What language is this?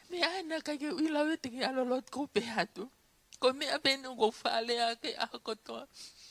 Tongan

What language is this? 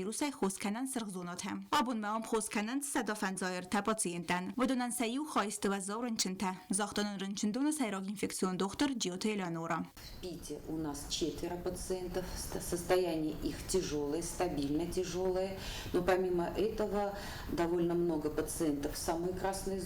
Ossetic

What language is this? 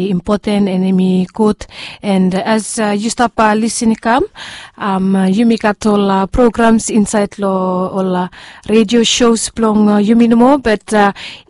Bislama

